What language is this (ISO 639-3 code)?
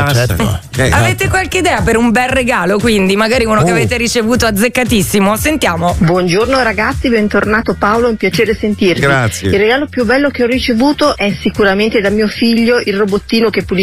ita